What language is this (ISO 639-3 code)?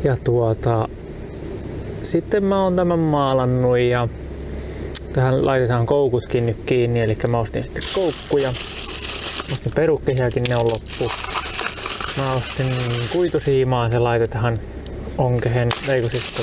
fin